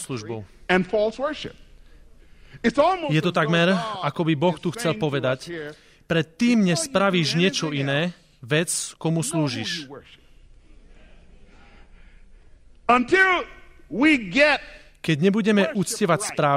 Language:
Slovak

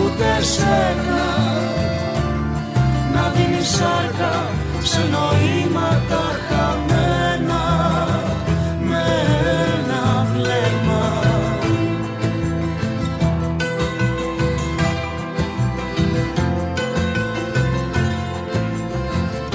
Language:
Greek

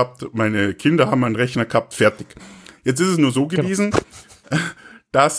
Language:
German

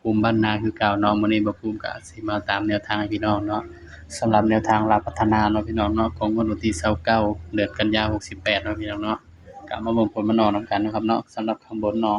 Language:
Northeastern Thai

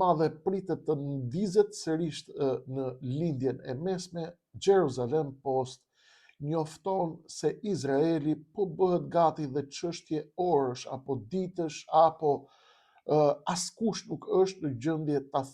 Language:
Albanian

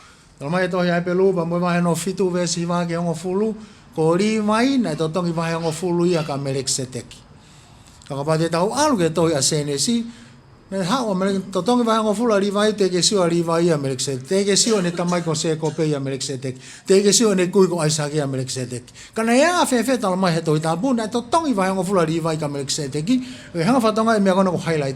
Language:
Tongan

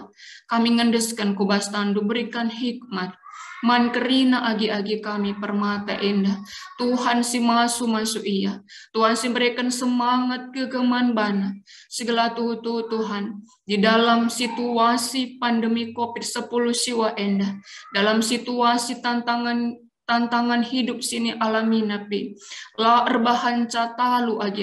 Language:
Batak Karo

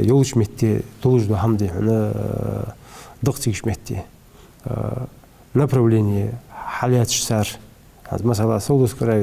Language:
Ingush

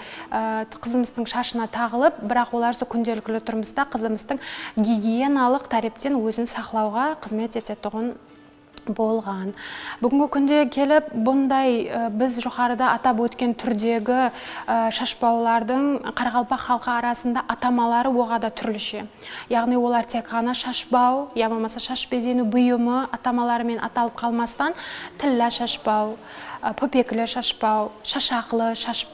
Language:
Kara-Kalpak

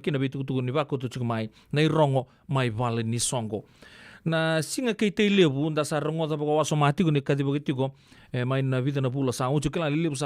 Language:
Fijian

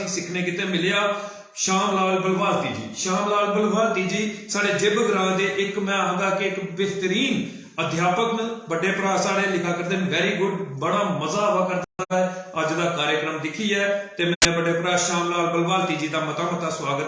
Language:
Dogri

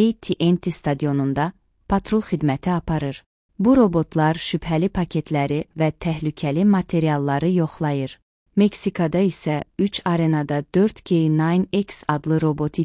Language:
Azerbaijani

